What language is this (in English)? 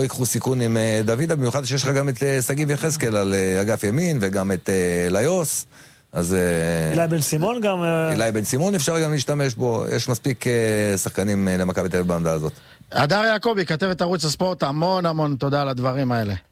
Hebrew